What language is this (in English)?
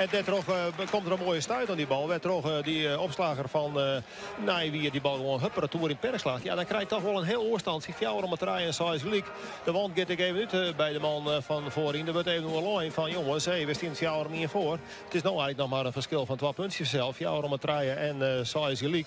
Western Frisian